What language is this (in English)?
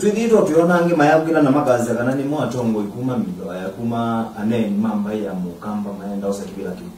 Kamba